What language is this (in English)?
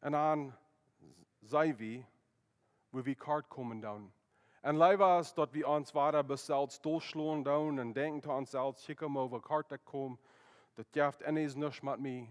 Plautdietsch